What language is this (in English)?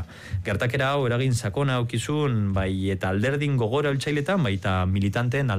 Basque